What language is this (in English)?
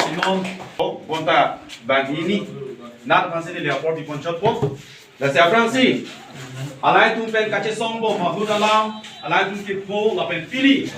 Karbi